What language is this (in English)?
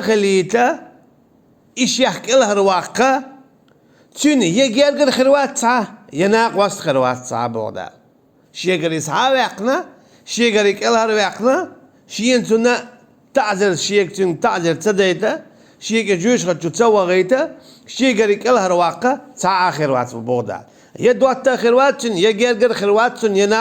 Chechen